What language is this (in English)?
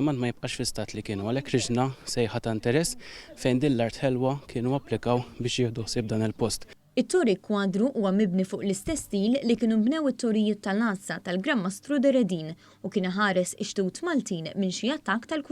Maltese